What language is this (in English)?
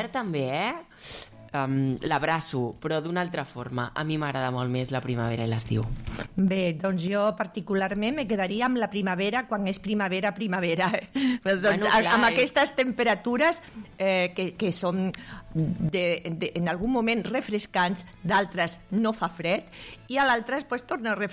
Catalan